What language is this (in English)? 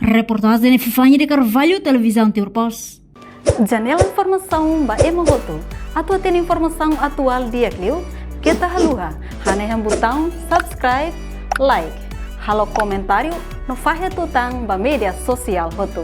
Tetum